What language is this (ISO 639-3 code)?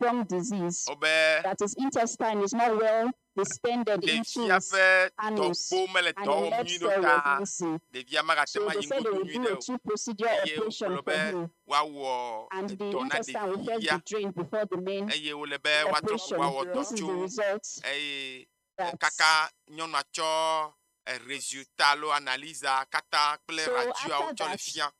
ewe